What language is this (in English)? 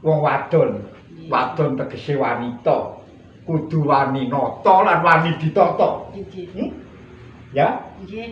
Javanese